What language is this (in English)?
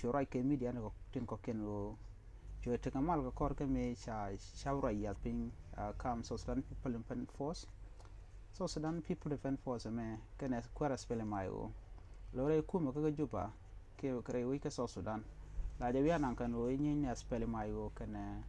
Nuer